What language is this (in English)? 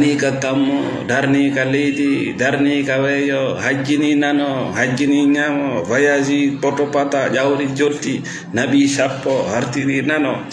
Fula